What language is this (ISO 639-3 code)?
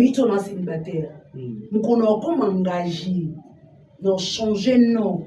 lin